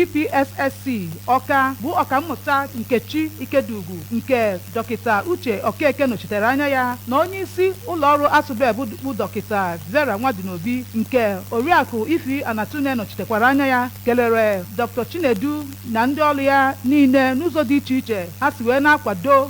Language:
Igbo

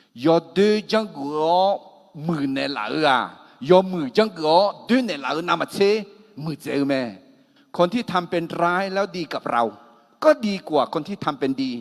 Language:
Akha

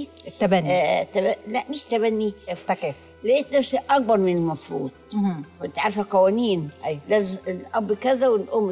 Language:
Egyptian Arabic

